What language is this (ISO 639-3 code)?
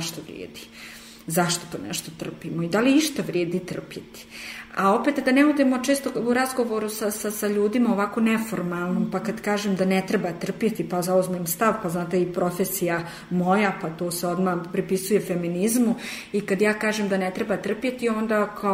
srp